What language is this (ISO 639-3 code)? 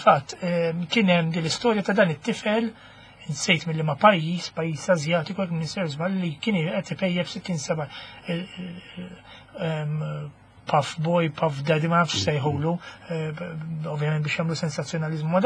mlt